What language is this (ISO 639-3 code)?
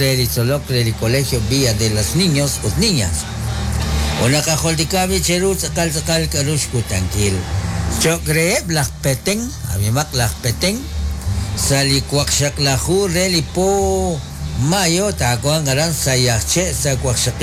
kek